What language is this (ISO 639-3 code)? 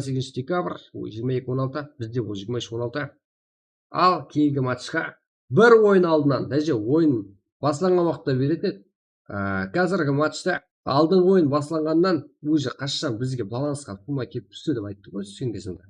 kaa